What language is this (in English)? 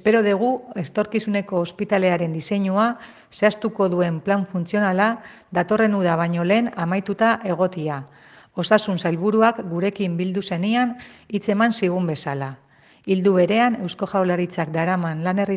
Basque